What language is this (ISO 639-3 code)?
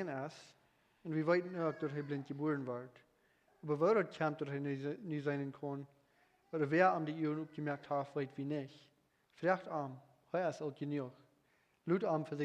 pdt